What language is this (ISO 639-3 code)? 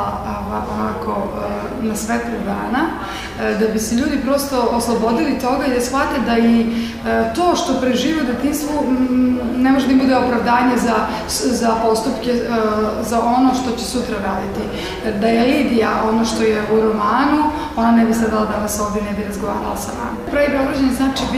srp